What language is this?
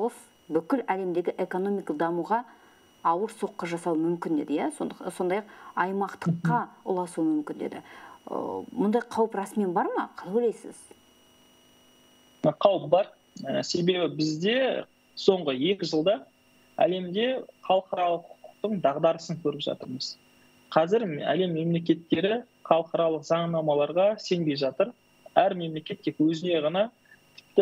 Kazakh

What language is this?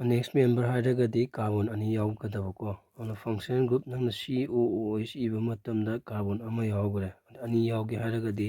Manipuri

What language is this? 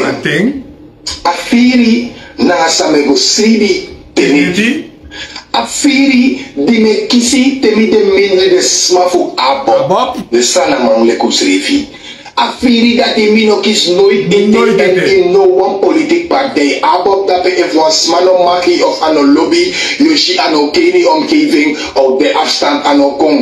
Sranan Tongo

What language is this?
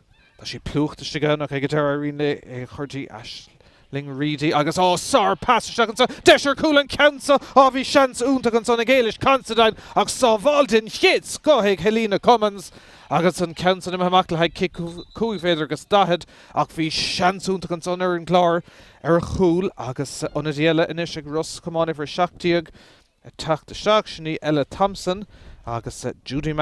Irish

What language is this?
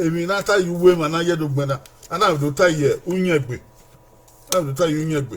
Bini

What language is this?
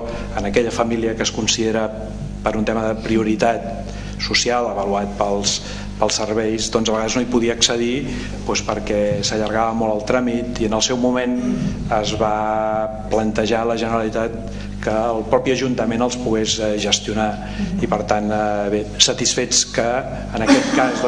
Catalan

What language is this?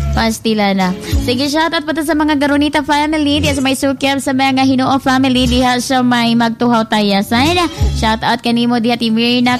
Cebuano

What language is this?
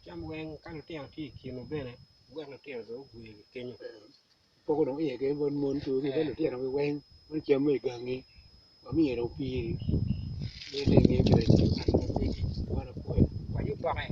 Acoli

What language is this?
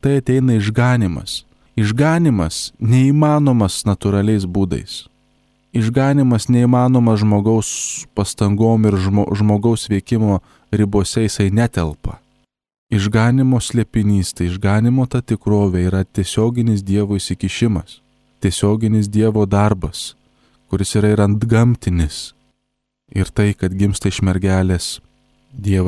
Lithuanian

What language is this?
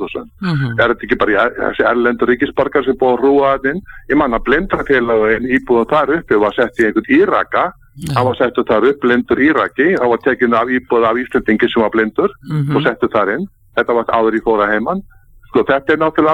Icelandic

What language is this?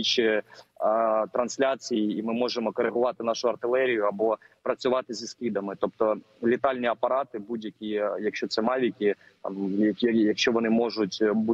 Ukrainian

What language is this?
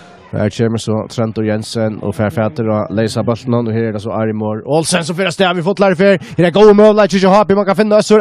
Faroese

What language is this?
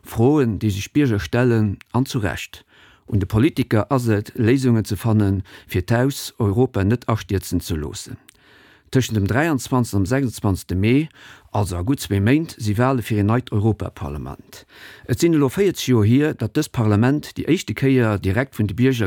Luxembourgish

